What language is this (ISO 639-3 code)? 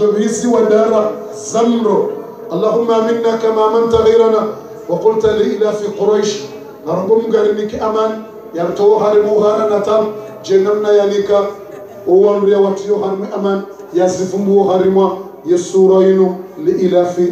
zdj